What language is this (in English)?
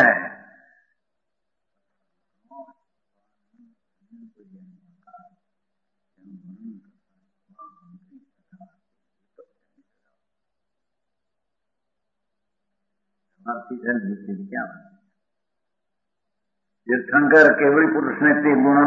Gujarati